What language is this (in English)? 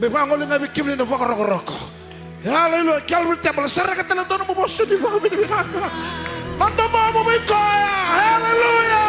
Fijian